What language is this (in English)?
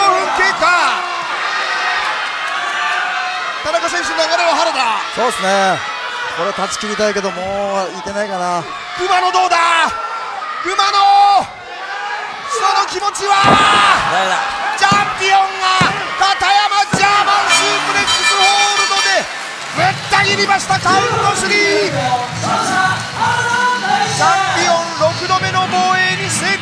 Japanese